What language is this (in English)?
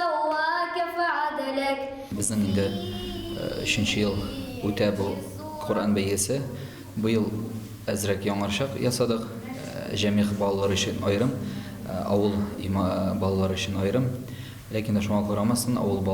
Tatar